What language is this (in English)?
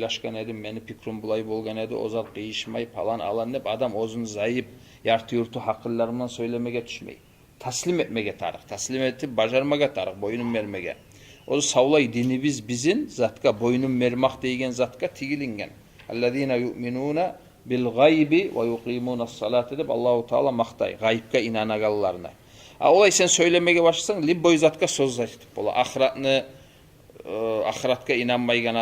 Kumyk